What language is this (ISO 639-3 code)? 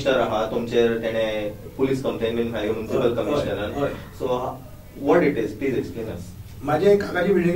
kok